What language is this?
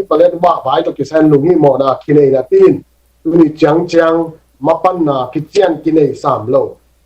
Tedim Chin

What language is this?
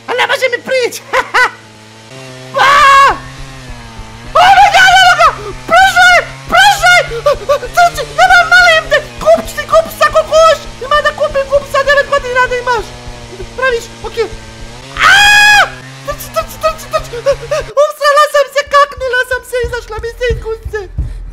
Bosnian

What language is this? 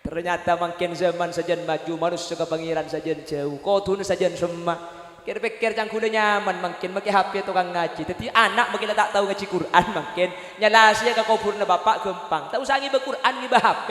Madurese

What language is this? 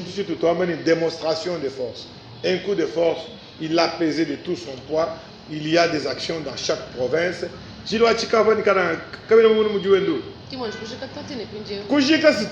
Luba-Lulua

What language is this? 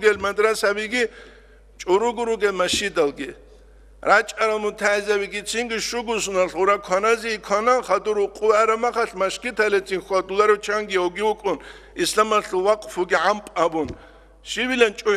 Avaric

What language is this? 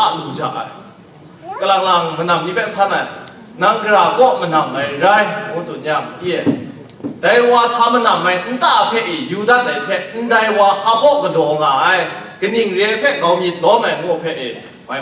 Kachin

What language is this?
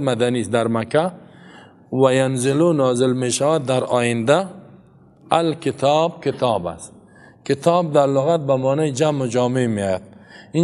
Persian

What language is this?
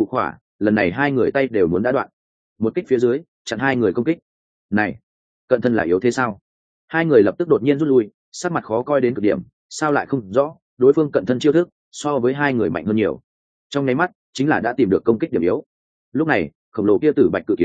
Vietnamese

